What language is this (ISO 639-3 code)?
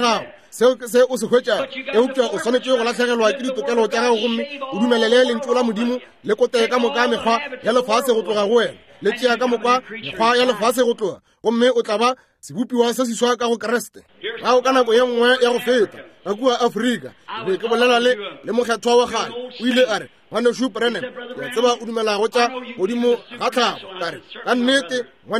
nso